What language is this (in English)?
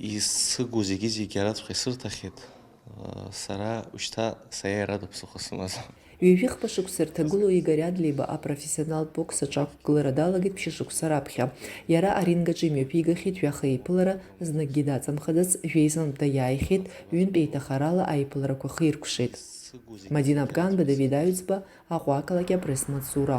Abkhazian